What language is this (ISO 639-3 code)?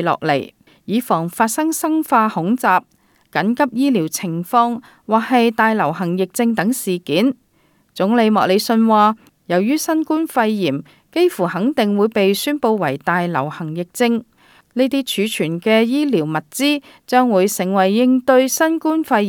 yue